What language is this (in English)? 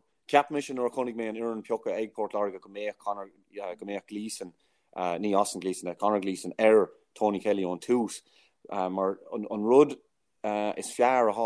Irish